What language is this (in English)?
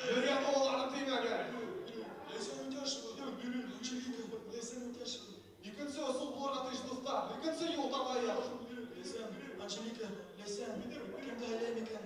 Bashkir